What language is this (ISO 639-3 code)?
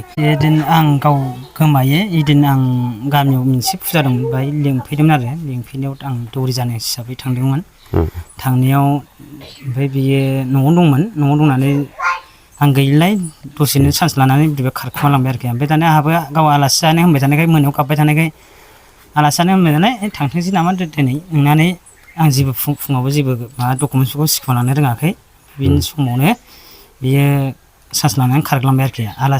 brx